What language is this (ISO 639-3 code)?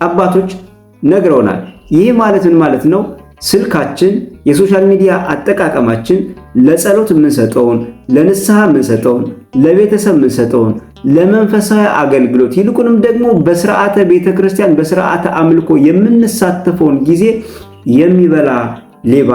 amh